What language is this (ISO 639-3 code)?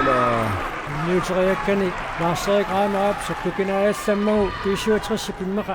kal